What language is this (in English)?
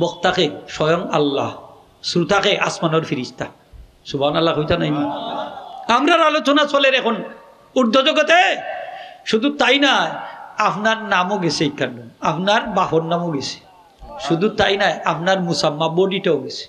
Sylheti